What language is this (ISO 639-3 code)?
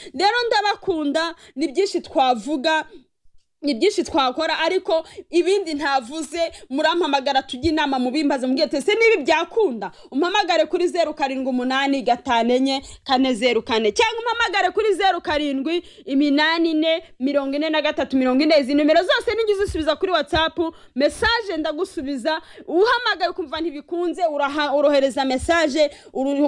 kin